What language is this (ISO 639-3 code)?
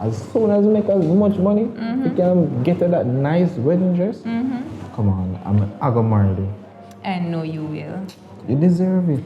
jam